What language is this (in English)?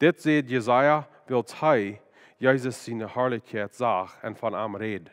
Plautdietsch